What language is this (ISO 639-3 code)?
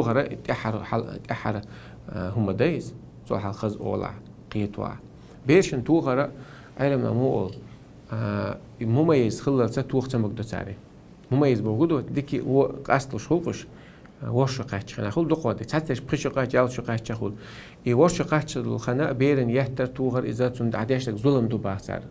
che